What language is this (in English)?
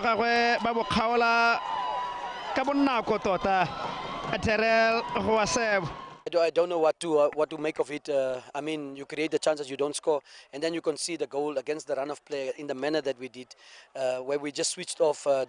Tswana